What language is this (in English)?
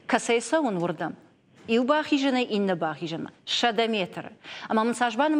Ossetic